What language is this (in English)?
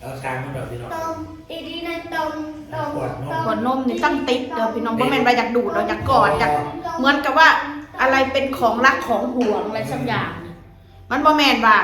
Northeastern Thai